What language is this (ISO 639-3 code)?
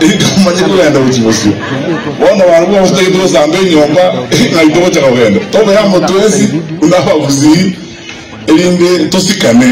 guz